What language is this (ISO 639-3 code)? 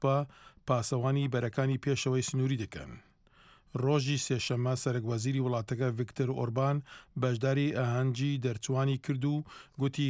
ckb